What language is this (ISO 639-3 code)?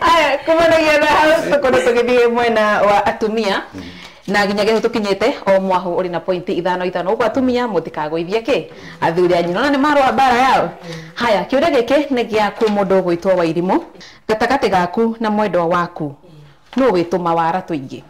kik